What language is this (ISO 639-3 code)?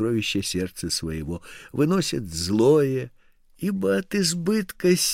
rus